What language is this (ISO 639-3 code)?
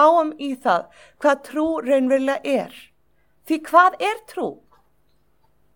isl